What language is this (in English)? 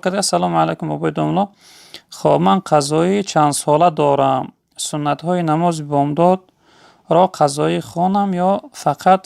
Tajik